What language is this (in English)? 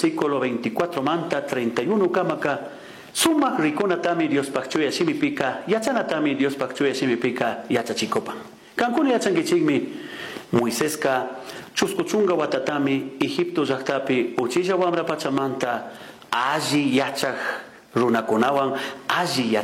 Chimborazo Highland Quichua